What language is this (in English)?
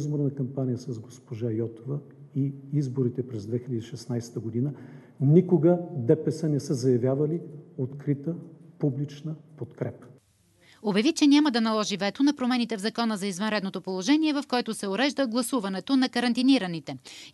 Bulgarian